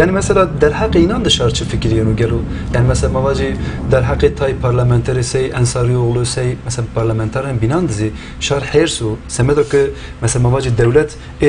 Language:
Zaza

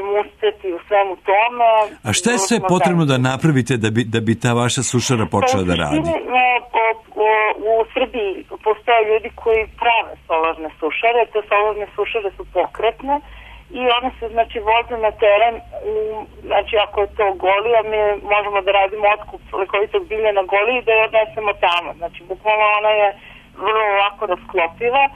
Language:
Serbian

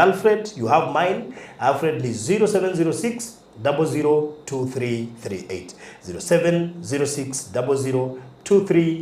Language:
Kikuyu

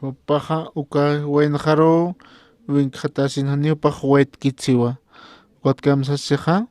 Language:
Aymara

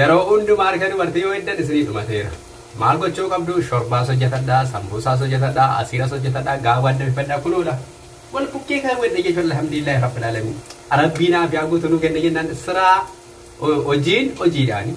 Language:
Oromo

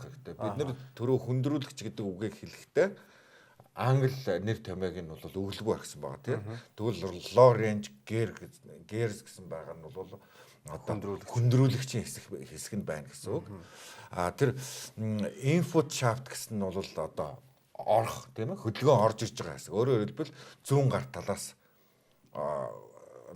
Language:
Mongolian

